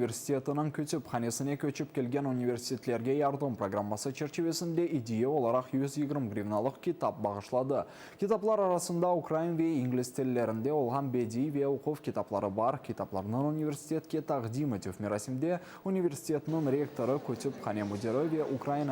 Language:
Crimean Tatar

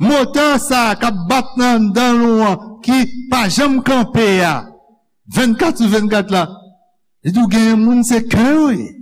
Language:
Haitian Creole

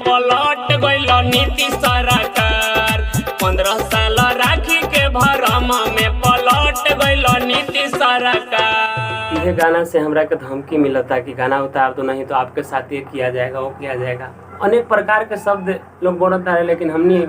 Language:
Bhojpuri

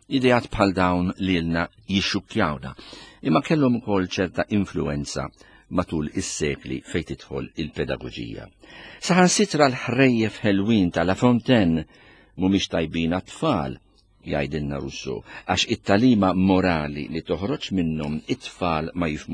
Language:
Maltese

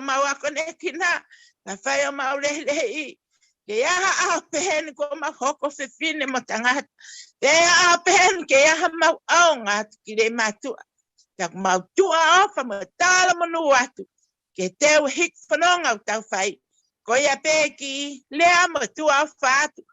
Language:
Tongan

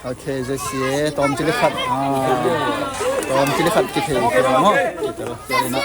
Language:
Tedim Chin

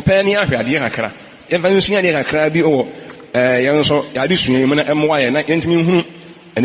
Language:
Akan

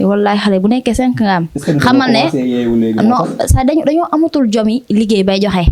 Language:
Wolof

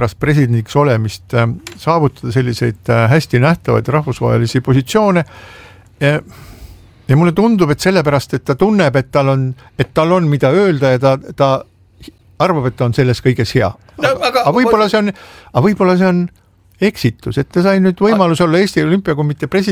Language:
Estonian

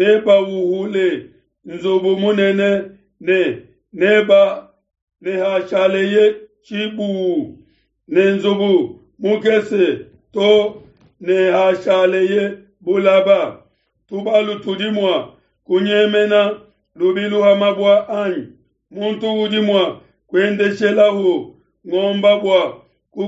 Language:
Luba-Lulua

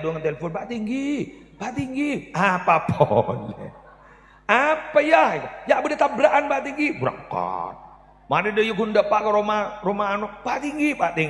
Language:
Madurese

